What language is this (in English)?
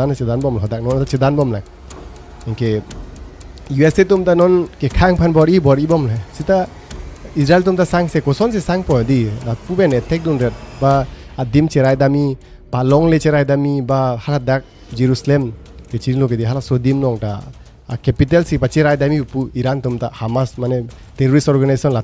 Karbi